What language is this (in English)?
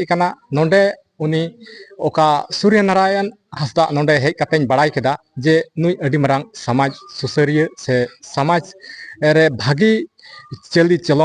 Santali